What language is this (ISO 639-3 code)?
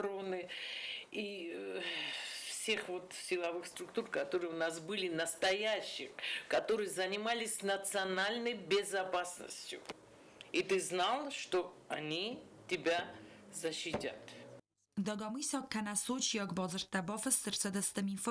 oss